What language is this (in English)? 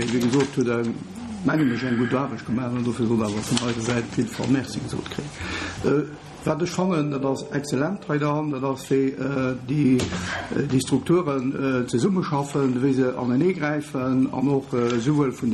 Luxembourgish